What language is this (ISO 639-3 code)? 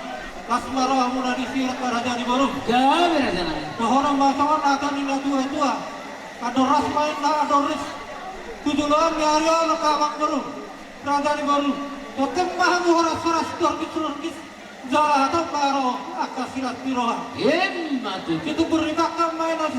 bbc